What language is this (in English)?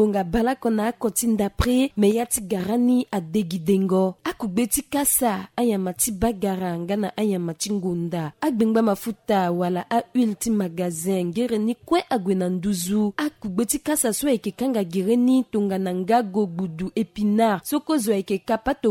Sango